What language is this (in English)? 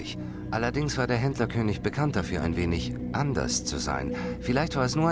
Bavarian